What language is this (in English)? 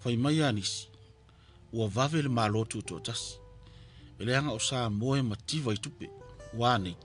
Samoan